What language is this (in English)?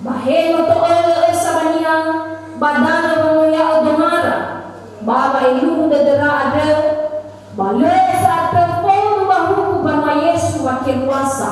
Nias